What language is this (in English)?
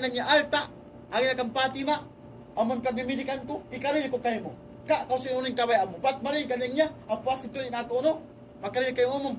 Tausug